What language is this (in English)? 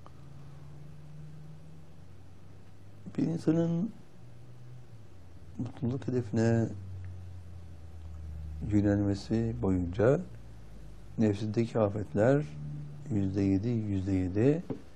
Turkish